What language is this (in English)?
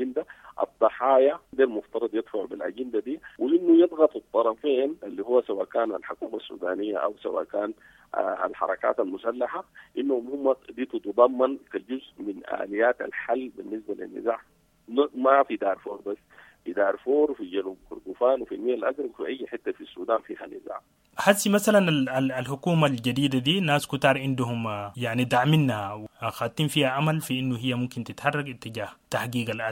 Sudanese Arabic